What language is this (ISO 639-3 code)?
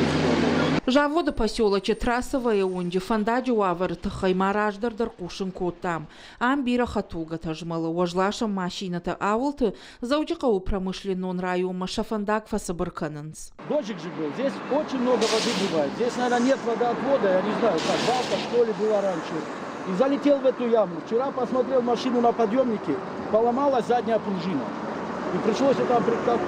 oss